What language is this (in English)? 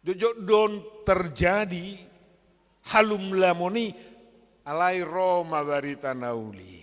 Batak Toba